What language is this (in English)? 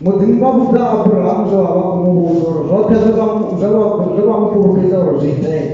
Venda